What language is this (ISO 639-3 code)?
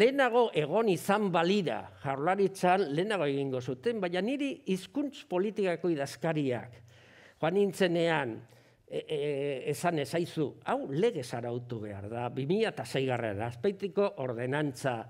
eus